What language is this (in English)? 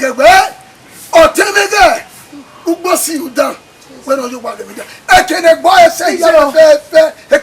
Bini